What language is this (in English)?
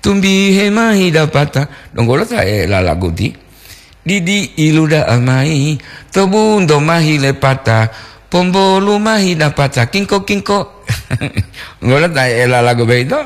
Gorontalo